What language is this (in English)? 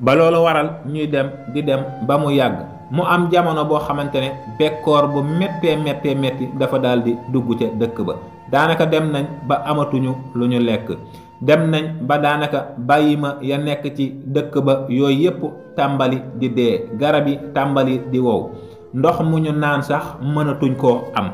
Wolof